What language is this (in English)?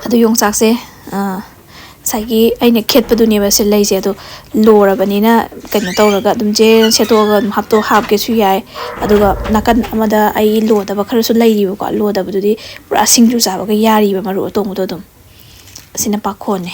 Manipuri